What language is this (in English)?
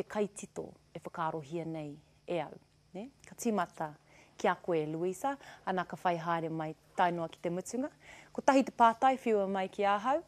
Māori